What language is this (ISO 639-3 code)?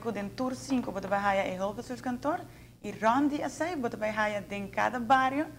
pap